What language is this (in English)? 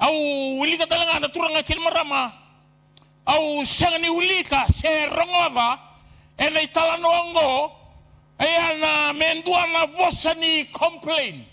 Fijian